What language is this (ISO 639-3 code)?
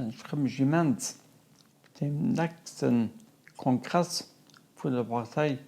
ltz